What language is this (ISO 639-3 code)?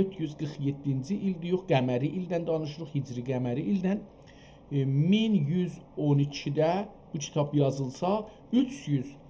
azb